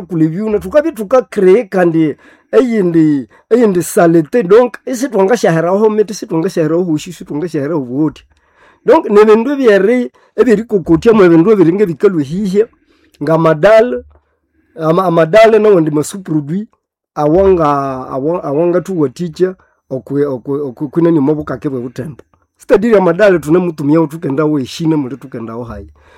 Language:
Nande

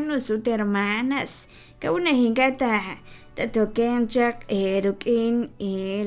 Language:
Kekchí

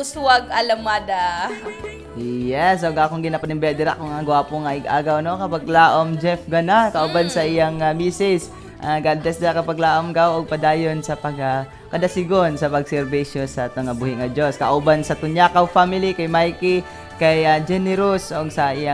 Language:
Cebuano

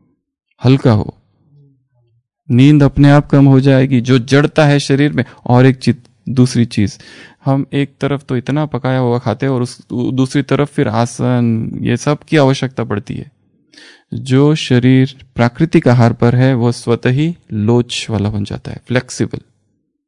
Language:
Hindi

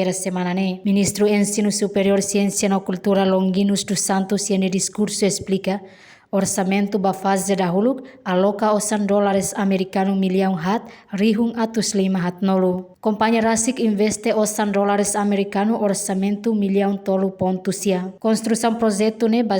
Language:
Tetum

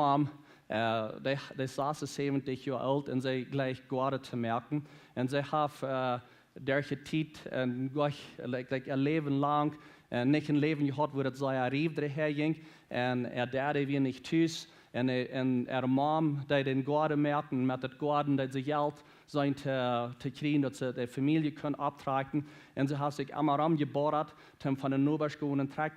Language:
Plautdietsch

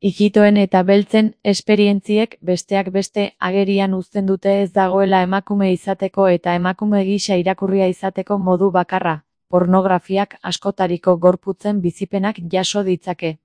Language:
Basque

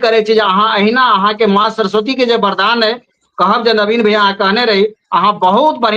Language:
Maithili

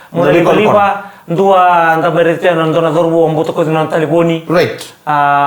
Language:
Fijian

